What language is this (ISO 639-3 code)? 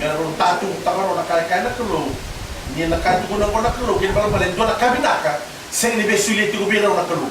fij